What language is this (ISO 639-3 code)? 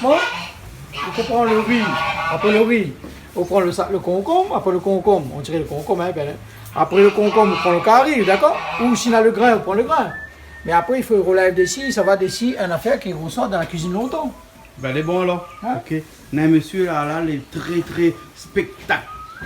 rcf